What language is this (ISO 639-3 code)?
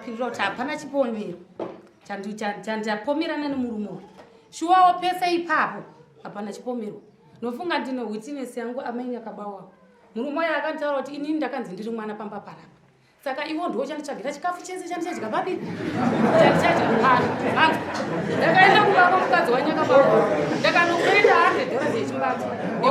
sna